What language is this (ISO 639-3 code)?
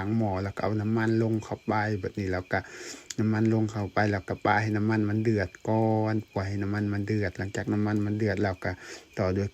lao